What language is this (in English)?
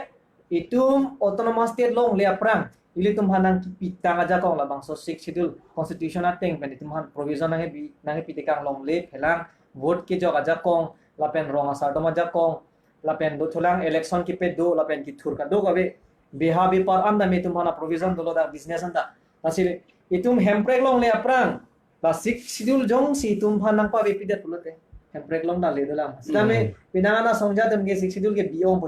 Karbi